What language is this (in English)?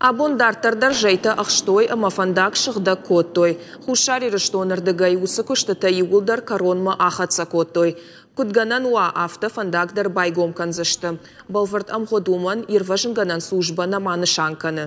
Ossetic